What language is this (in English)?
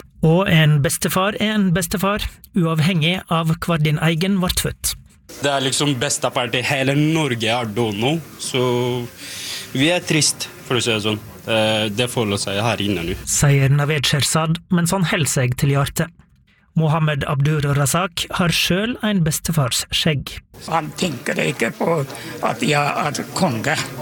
Norwegian